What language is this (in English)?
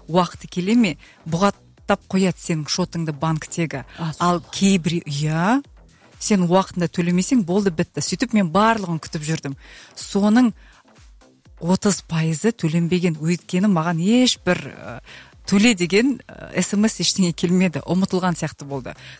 Kazakh